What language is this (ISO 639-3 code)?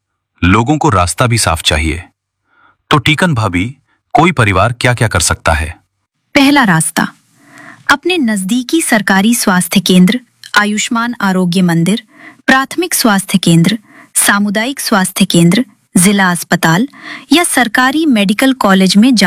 hin